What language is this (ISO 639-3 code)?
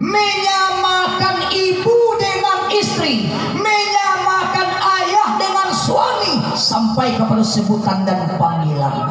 min